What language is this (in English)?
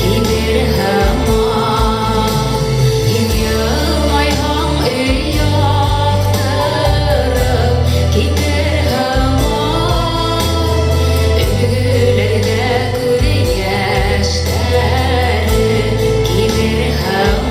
Bashkir